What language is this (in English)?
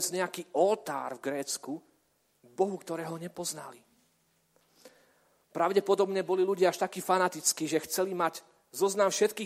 Slovak